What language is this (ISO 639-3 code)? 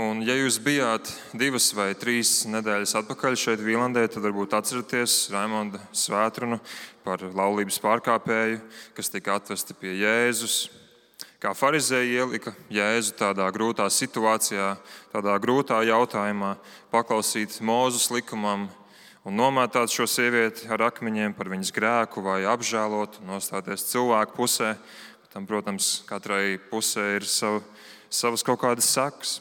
lav